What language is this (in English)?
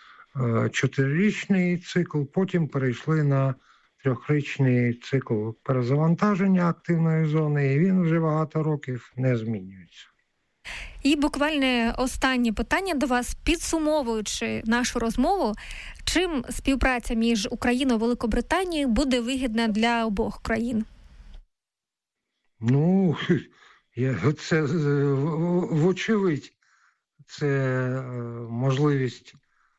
Ukrainian